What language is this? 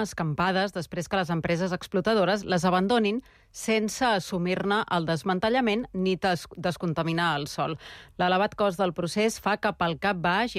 Catalan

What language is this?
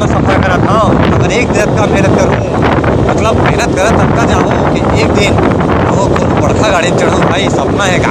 Chhattisgarhi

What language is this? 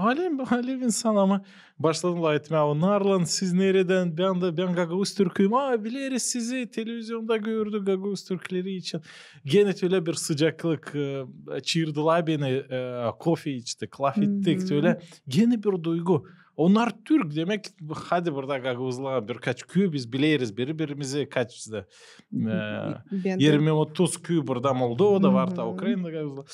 Gagauz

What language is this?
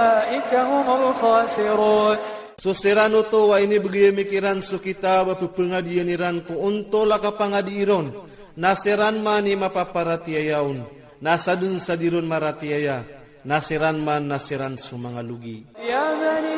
Iranun (Philippines)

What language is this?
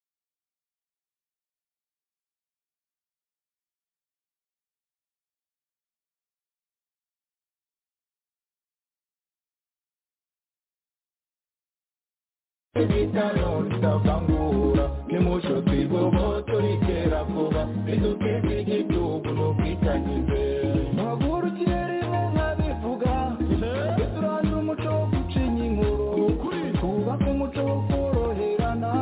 Kinyarwanda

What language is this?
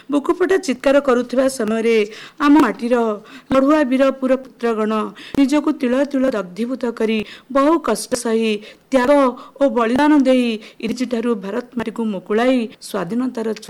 Odia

